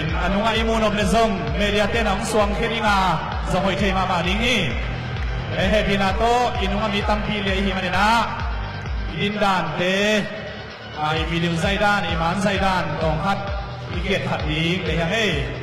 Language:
Tedim Chin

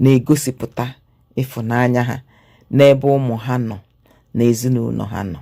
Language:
Igbo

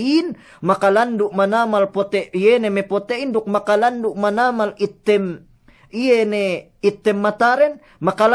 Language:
Yakan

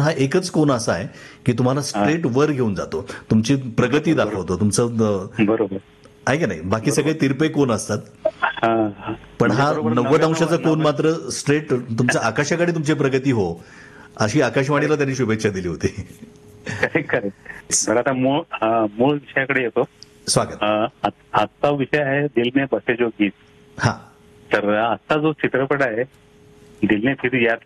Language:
Marathi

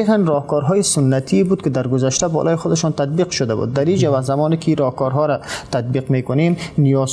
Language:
Persian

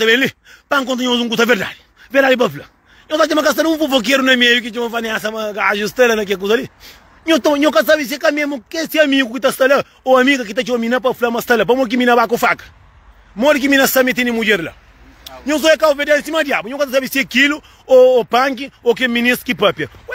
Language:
Kabuverdianu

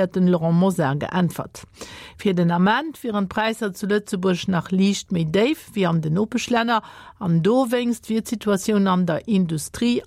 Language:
Luxembourgish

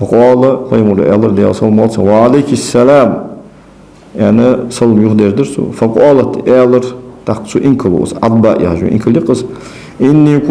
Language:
Ingush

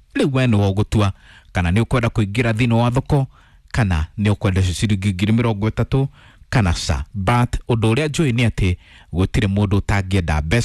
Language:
Kikuyu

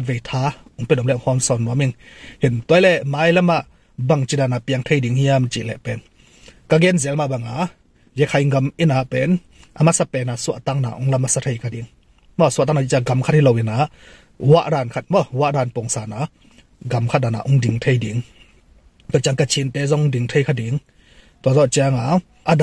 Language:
Tedim Chin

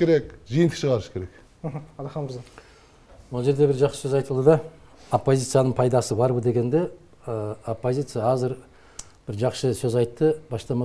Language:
Kyrgyz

